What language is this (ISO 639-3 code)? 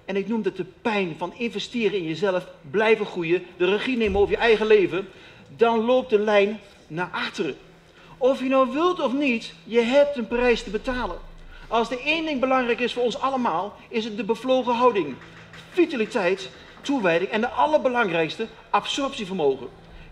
nld